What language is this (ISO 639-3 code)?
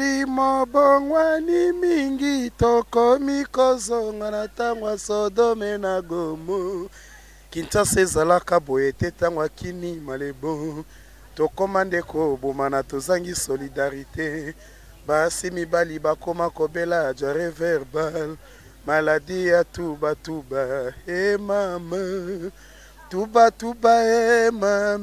lin